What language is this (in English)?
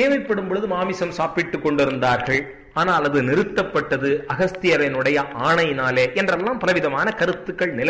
Tamil